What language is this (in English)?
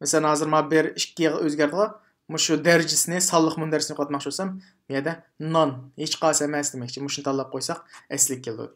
Uyghur